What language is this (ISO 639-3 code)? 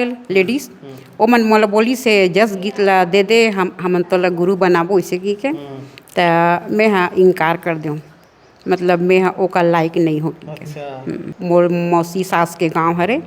hne